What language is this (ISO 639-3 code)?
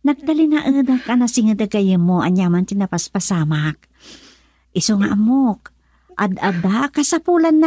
ilo